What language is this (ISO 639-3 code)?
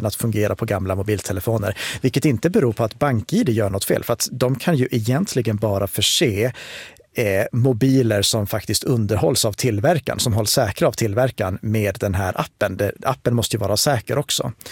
swe